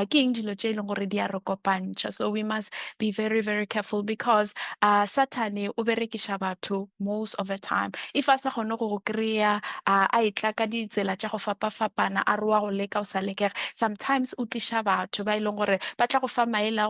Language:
Northern Sotho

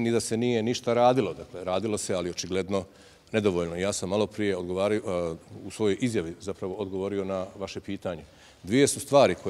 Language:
Bosnian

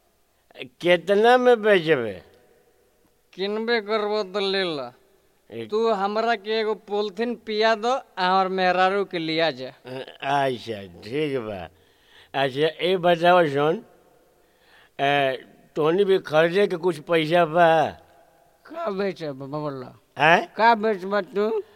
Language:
Bhojpuri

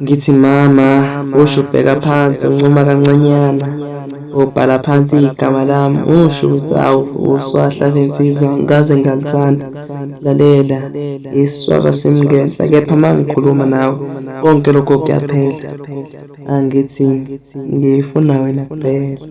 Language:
Zulu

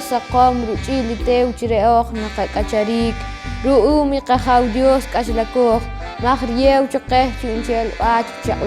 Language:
Poqomchi'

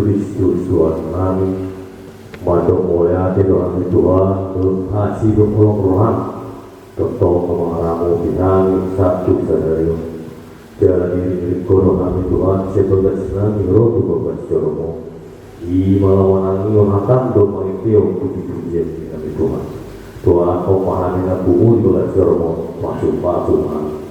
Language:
Batak Toba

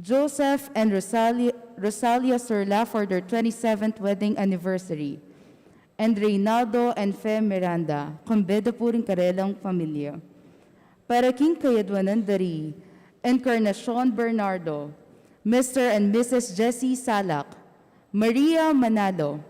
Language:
Pampanga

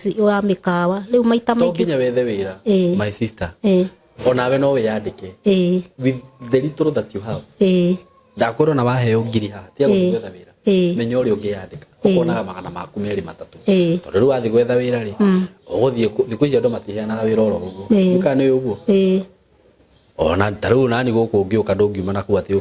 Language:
Kikuyu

